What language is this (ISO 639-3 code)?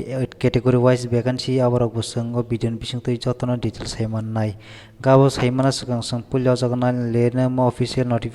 trp